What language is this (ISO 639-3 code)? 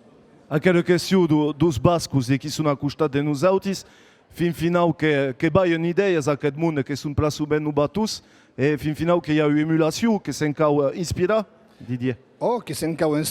oci